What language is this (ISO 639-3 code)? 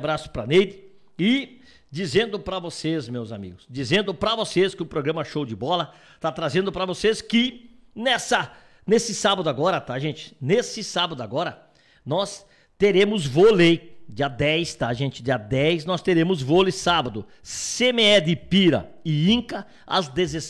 por